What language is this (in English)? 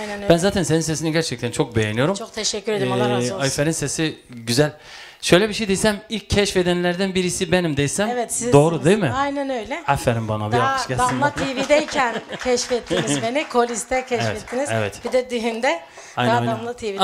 Turkish